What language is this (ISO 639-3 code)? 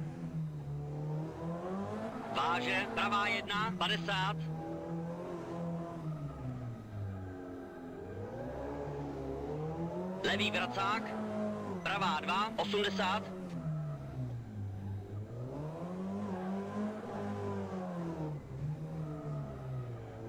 ces